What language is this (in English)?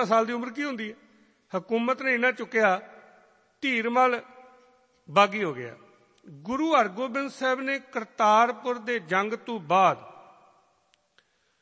Punjabi